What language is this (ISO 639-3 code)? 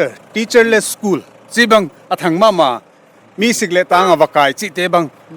pck